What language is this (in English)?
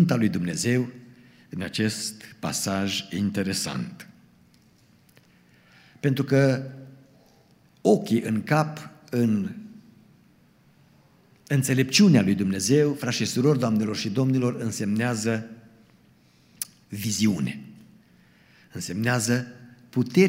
Romanian